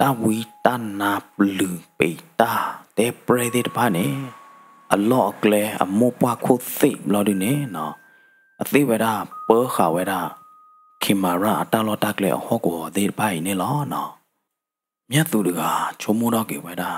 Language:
S'gaw Karen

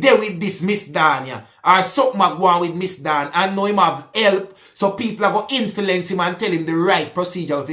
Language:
Jamaican Creole English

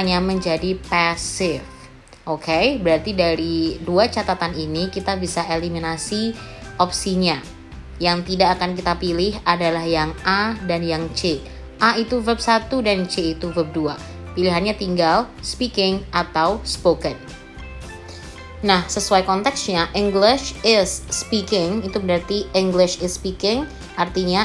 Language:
Indonesian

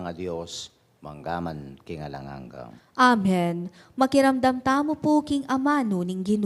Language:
Pampanga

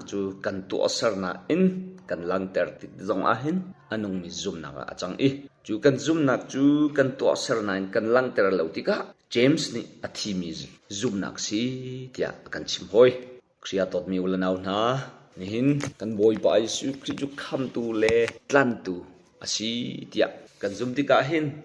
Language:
Hakha Chin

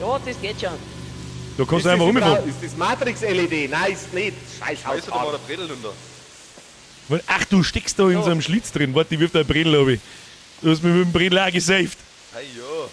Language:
Bavarian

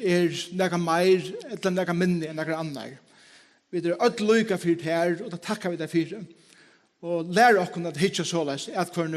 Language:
Faroese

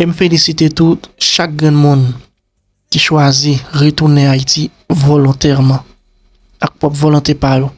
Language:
Haitian Creole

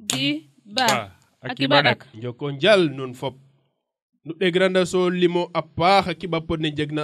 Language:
Serer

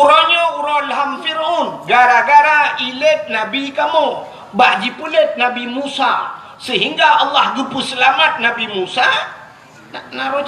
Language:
Achinese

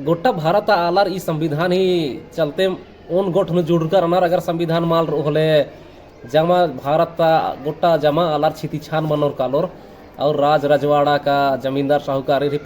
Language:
Kurukh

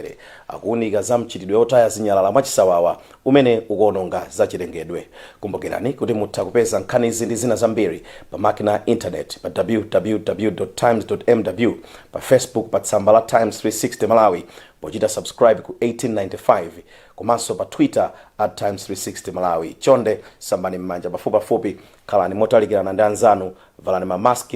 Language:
Nyanja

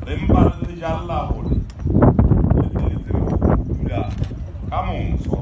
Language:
Southern Sotho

